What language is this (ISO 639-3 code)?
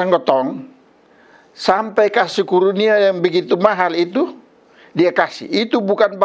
mkn